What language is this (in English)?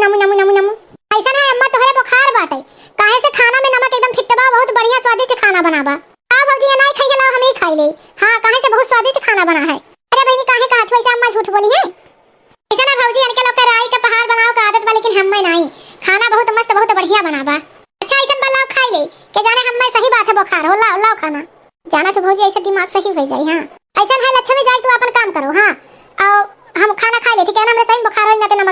Awadhi